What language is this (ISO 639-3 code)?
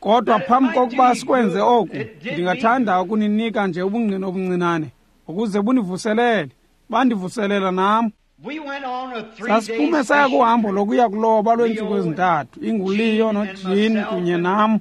xho